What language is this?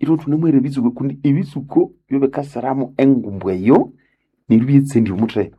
Nande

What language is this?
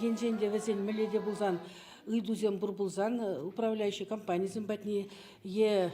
Chuvash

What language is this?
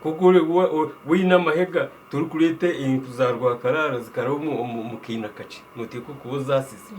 Nyankole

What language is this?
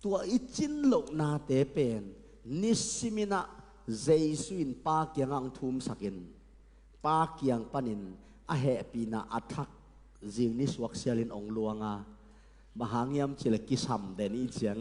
Tedim Chin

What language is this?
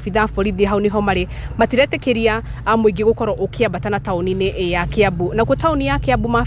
Kikuyu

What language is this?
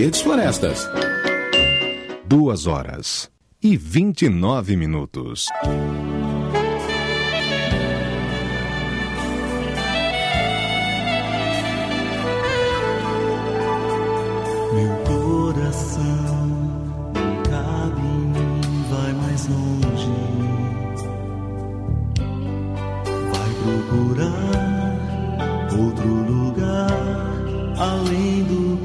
Portuguese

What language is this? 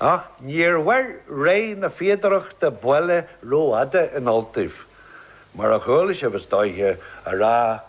Irish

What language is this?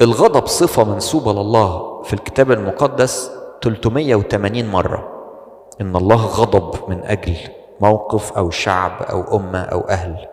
Egyptian Arabic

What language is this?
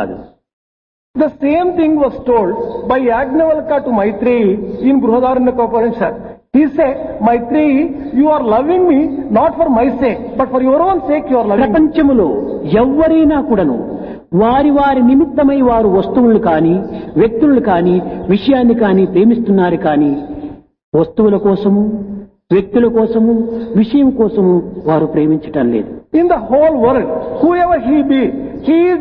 Telugu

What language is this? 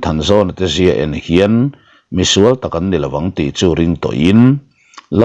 Mizo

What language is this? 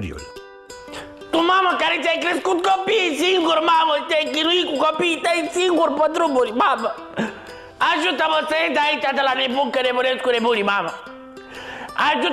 Romanian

